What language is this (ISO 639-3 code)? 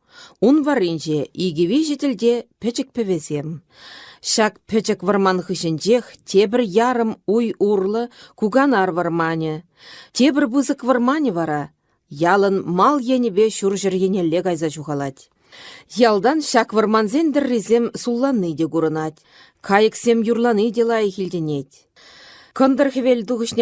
chv